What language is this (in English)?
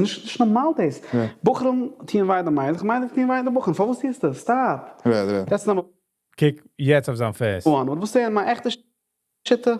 Yiddish